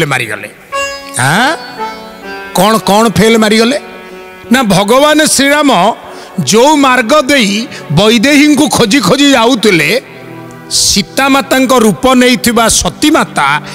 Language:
Odia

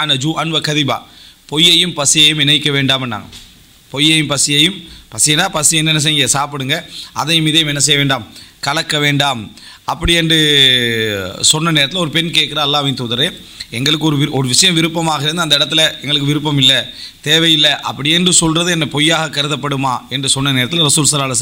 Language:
Tamil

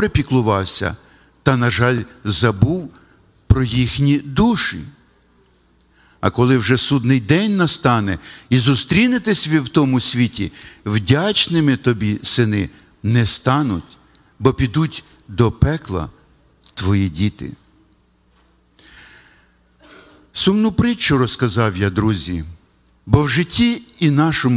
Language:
Ukrainian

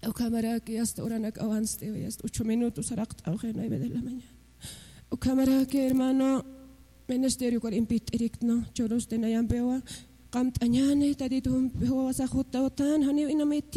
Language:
Spanish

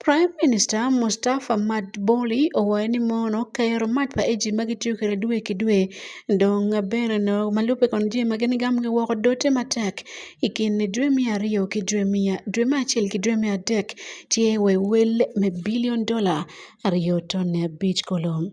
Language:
Acoli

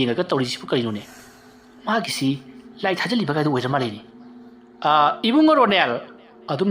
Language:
Manipuri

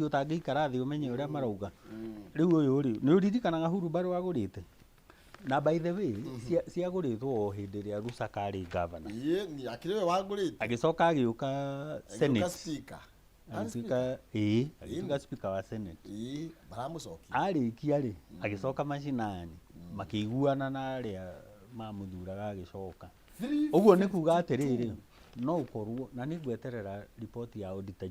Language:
Kikuyu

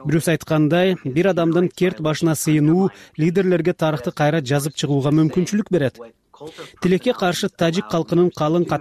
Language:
Kyrgyz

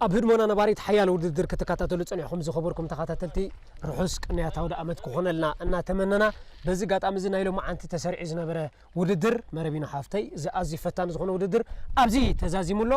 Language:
Tigrinya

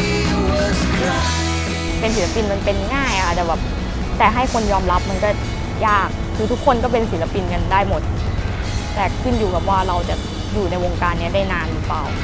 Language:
Thai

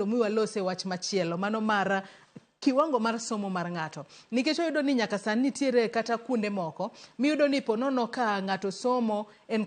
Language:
Luo (Kenya and Tanzania)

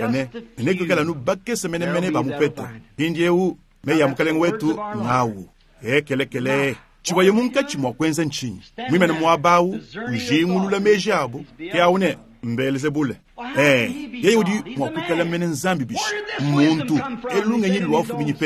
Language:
Luba-Lulua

